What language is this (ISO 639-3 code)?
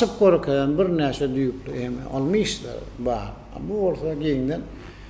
tuk